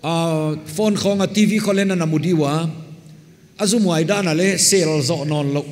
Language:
Paite Chin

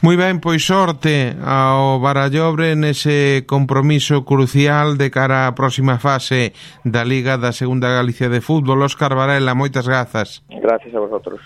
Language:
Galician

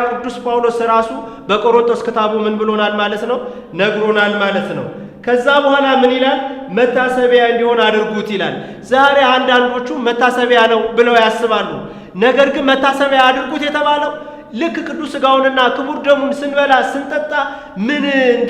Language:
Amharic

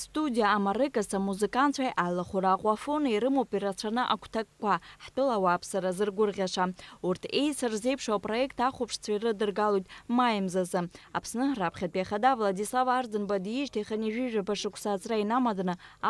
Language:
Abkhazian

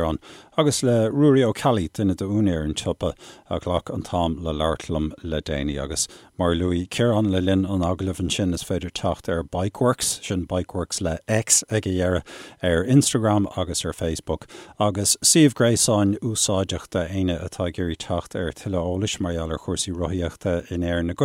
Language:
Irish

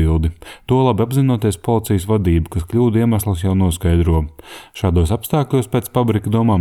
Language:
Latvian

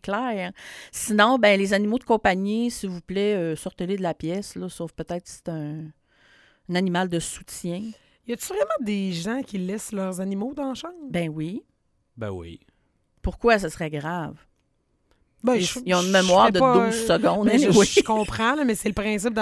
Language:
French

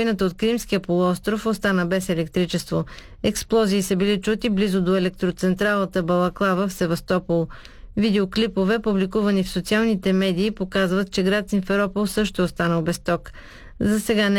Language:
Bulgarian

